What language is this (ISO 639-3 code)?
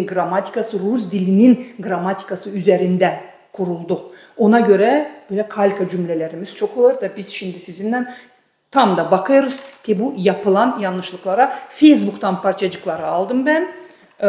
gag